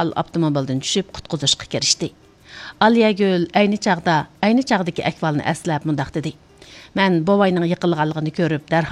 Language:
Uyghur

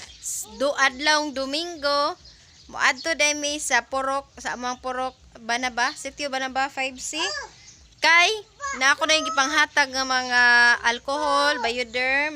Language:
Cebuano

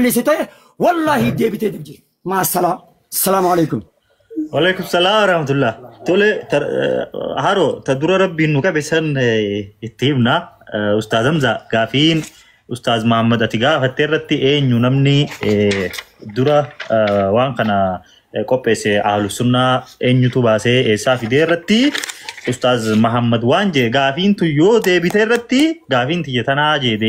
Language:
Oromo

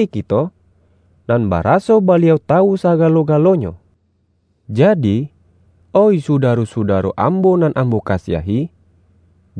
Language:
Minangkabau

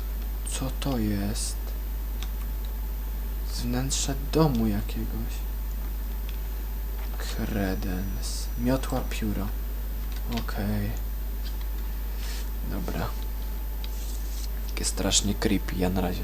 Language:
Polish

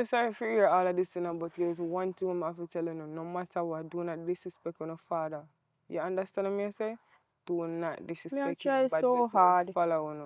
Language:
Jamaican Creole English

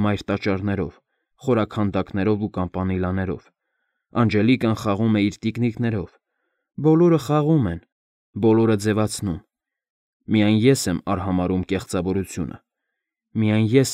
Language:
Armenian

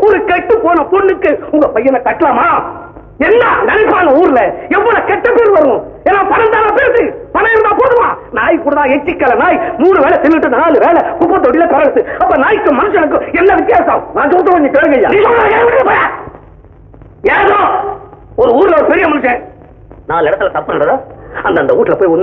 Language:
Tamil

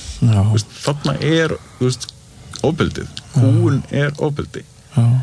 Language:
Icelandic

